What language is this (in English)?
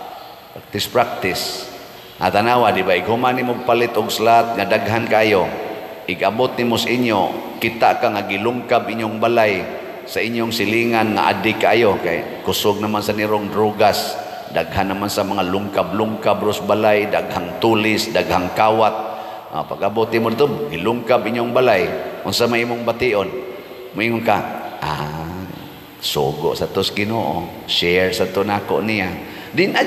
Cebuano